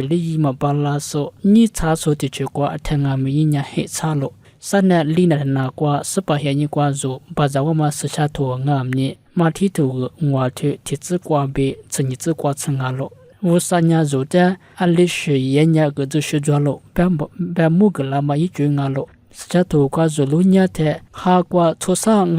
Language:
Lisu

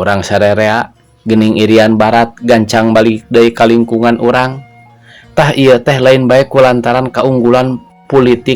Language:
Sundanese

